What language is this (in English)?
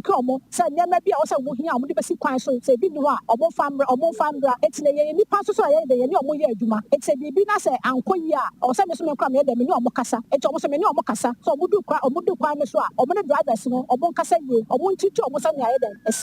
Akan